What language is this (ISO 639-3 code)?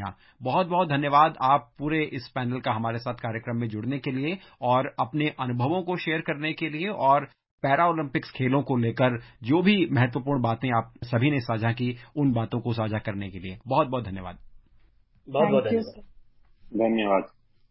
hin